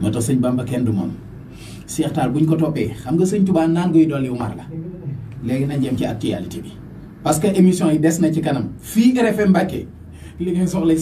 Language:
Wolof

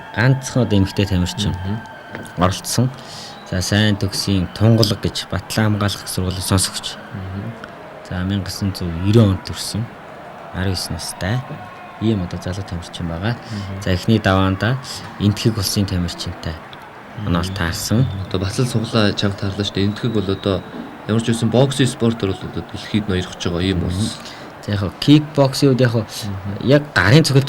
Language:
Mongolian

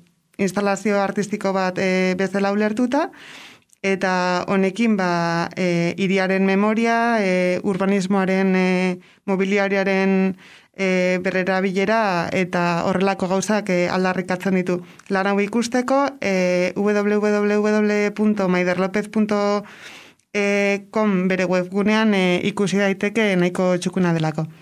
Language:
Basque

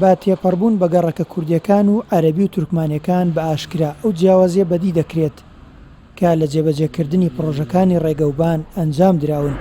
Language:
Central Kurdish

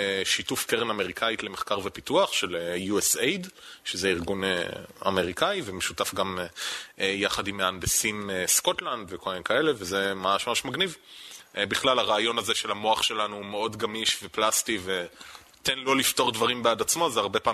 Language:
Hebrew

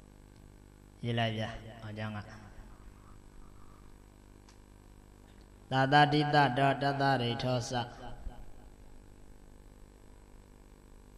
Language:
Burmese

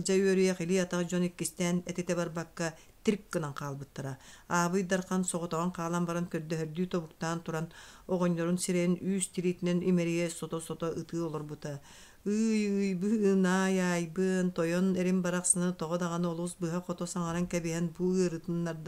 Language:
Yakut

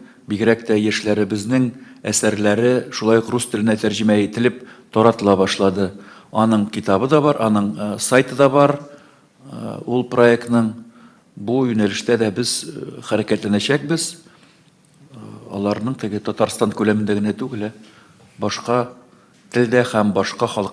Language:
Tatar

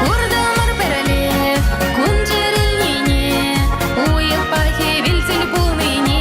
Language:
Chuvash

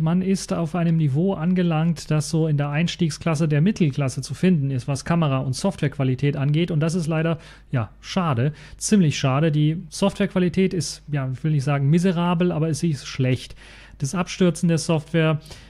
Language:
German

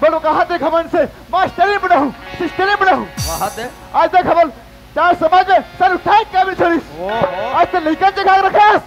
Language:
Chhattisgarhi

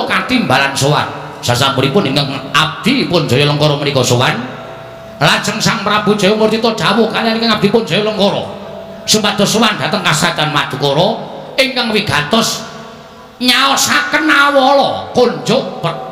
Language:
Javanese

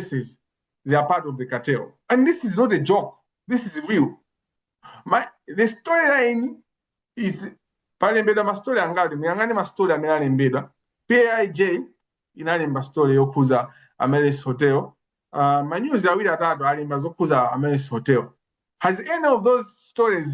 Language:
Nyanja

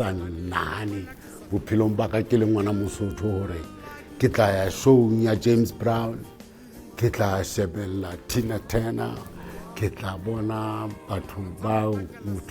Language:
Southern Sotho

